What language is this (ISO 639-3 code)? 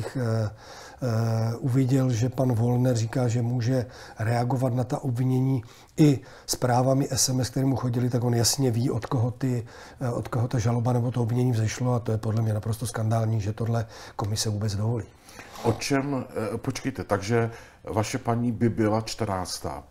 ces